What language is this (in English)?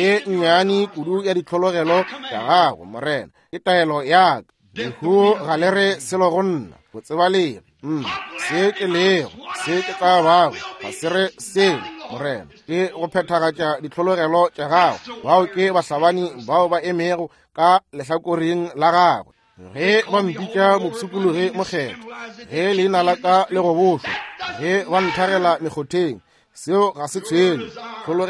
Northern Sotho